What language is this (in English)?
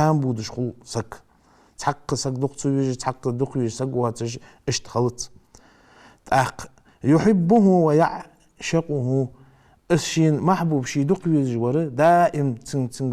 Ingush